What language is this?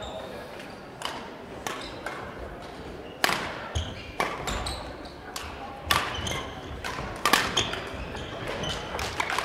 Finnish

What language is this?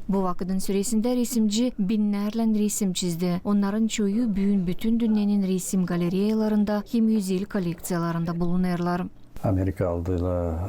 Gagauz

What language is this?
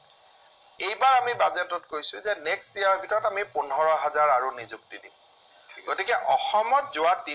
Assamese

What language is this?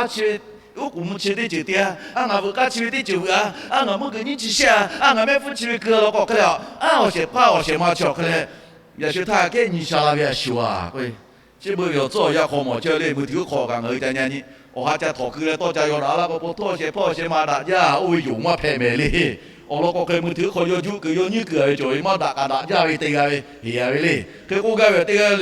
Lahu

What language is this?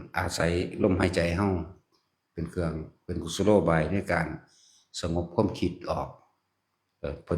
Northeastern Thai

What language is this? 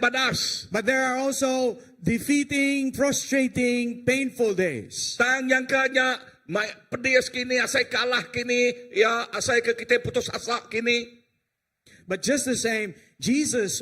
Iban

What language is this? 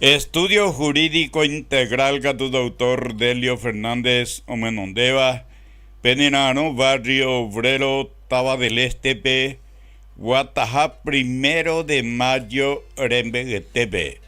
Guarani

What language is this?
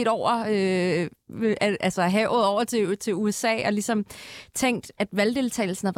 Danish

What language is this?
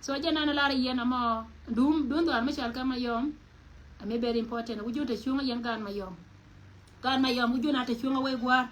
Nuer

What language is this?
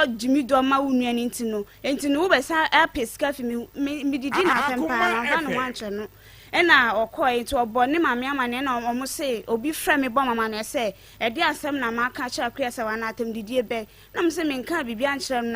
Akan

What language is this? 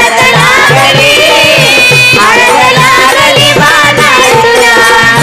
Marathi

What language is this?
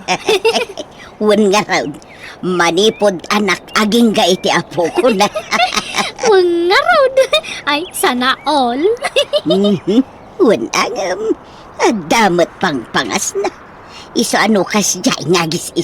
Iloko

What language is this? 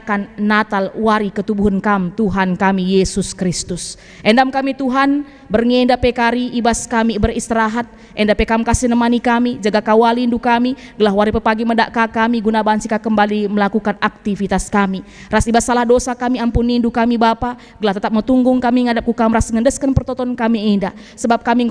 Batak Karo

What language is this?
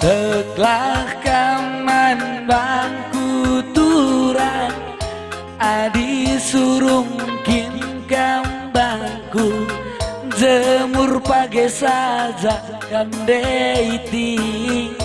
Batak Karo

